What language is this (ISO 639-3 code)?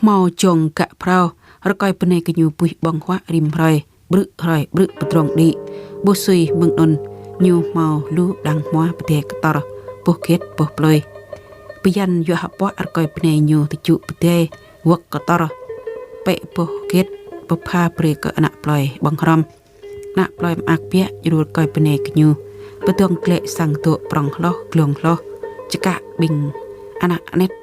jra